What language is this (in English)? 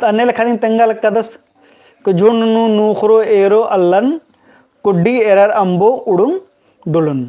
Kurukh